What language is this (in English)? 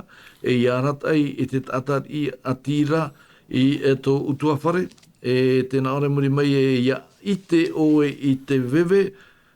Tahitian